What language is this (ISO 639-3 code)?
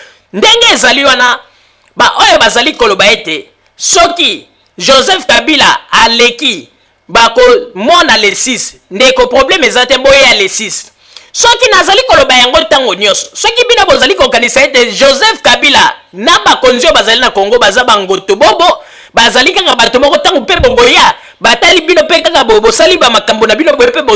lin